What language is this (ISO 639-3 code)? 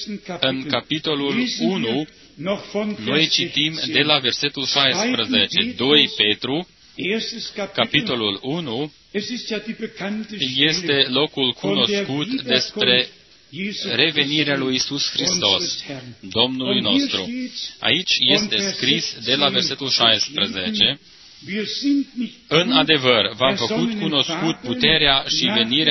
ron